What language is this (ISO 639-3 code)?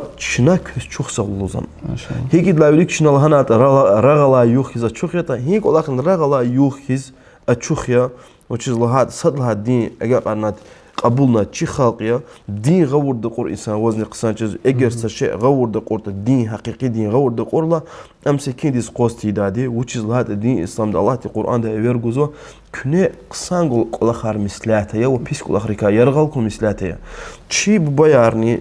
lez